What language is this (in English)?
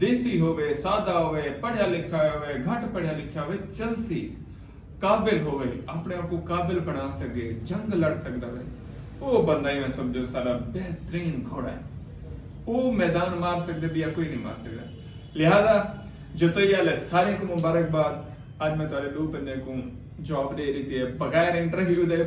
Saraiki